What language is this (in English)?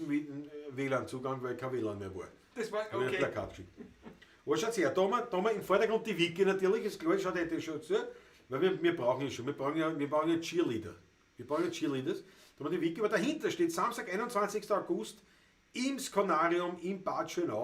Bavarian